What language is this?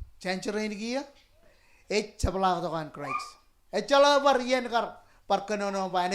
Marshallese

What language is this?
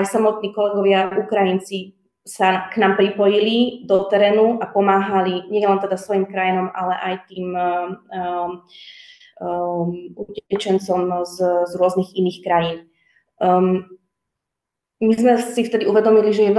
Slovak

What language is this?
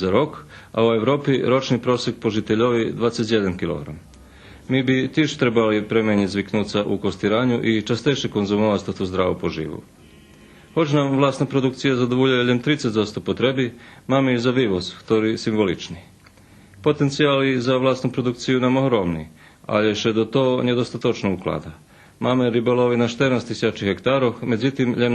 Rusyn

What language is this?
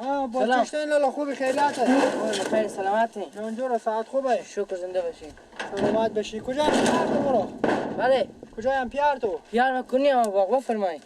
Persian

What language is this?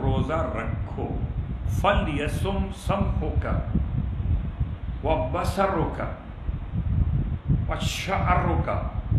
Urdu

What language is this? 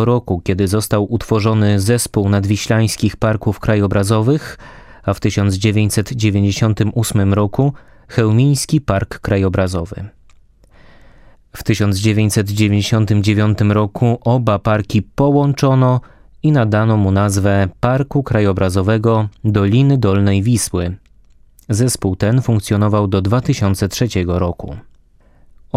Polish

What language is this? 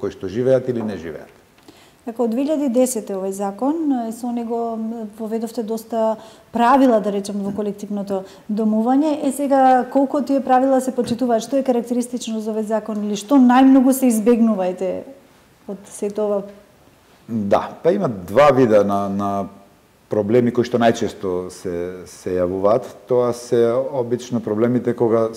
Macedonian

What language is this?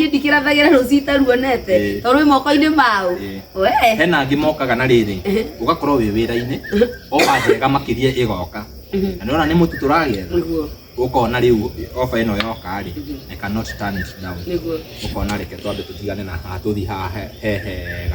Kikuyu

